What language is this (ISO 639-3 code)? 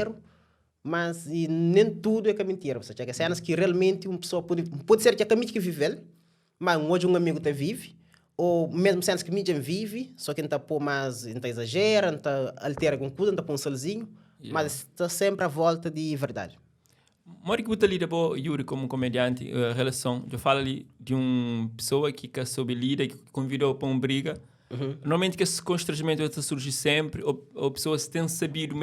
kea